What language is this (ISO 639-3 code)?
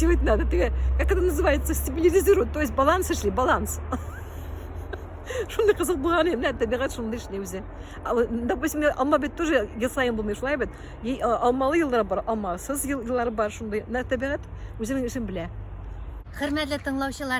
tat